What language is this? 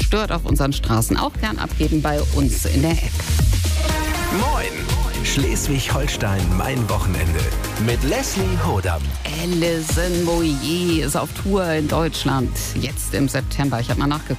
German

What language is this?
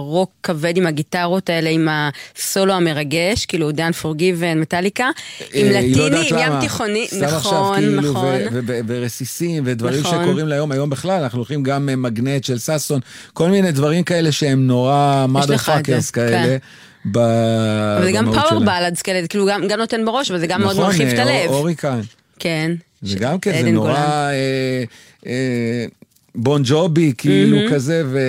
Hebrew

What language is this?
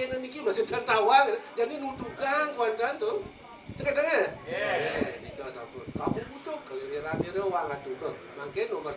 Balinese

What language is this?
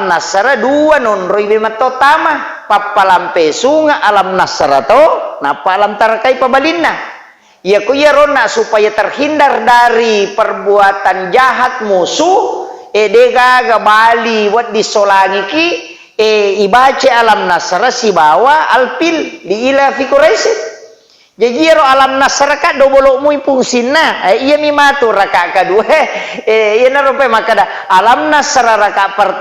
Buginese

